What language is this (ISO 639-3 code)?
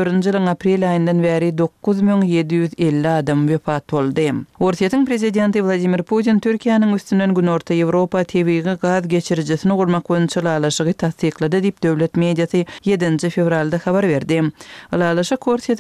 kir